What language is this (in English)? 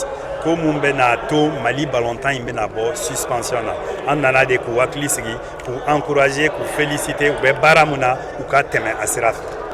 Bambara